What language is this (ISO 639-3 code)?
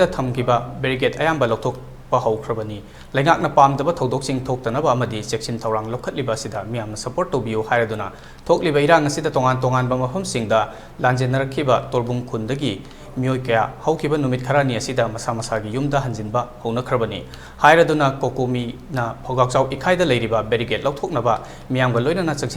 mni